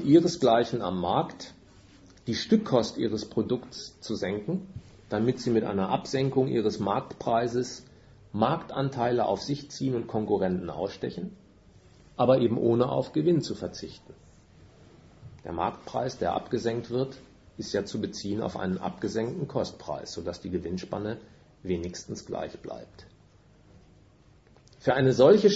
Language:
German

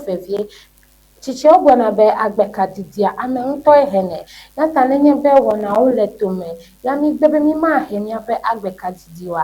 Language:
Ewe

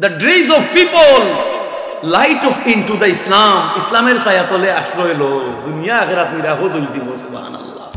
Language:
Sylheti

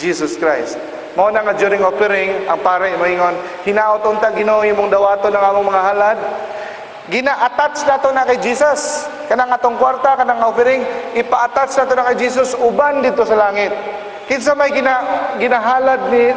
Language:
Cebuano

